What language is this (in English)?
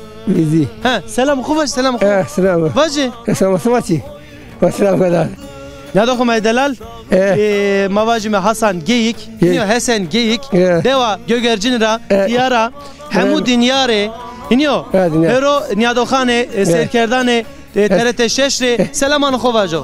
Zaza